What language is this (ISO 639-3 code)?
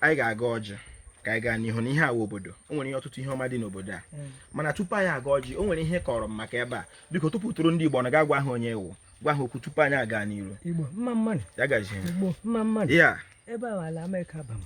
ibo